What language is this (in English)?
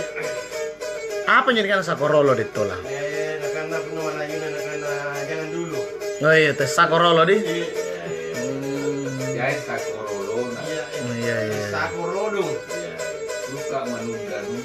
Makasar